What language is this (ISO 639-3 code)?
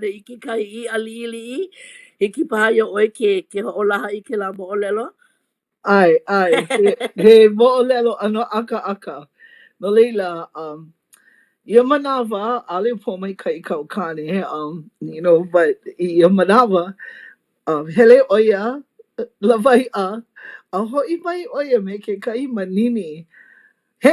haw